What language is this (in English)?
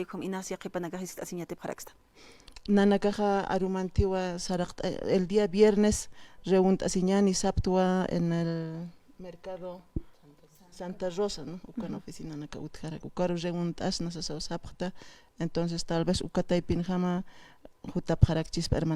Aymara